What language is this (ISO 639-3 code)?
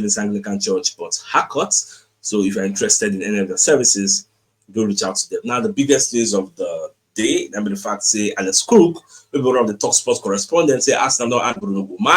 pcm